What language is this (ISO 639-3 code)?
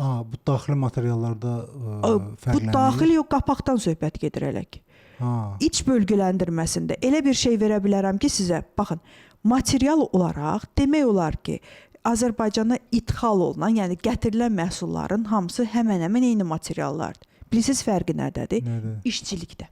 aze